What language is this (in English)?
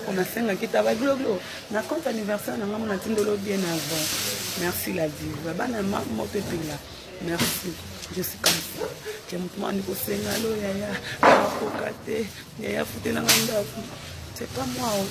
Lingala